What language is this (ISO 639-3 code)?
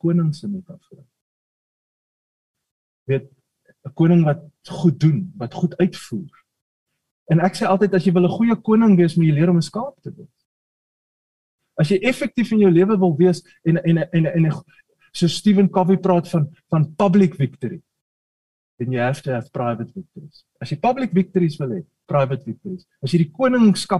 afr